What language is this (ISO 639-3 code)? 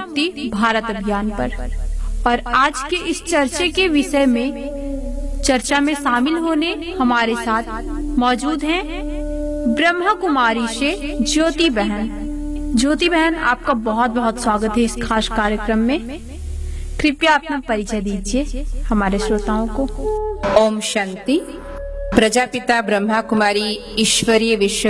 hin